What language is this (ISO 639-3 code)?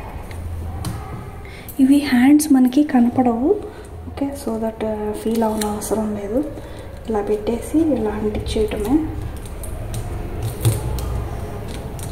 tel